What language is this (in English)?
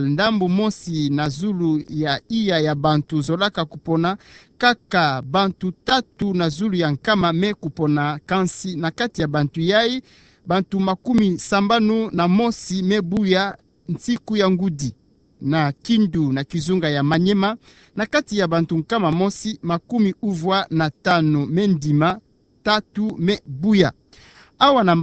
Kituba (Democratic Republic of Congo)